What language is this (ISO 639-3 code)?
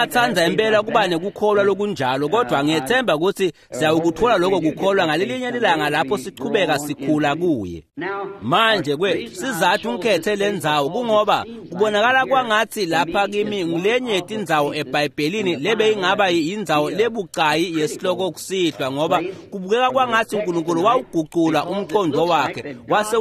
ssw